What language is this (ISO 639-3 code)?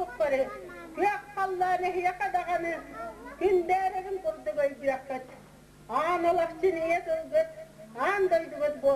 sah